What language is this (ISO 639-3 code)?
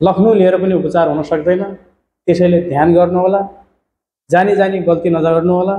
nep